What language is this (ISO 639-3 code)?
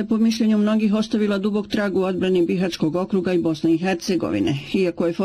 bos